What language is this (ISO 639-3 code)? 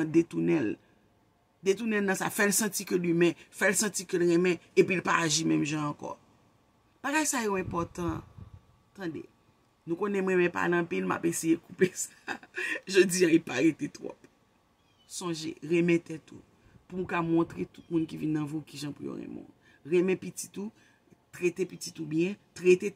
hat